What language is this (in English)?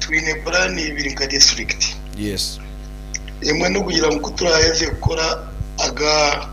Nyankole